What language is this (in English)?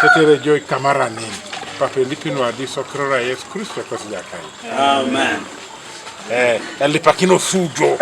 Teso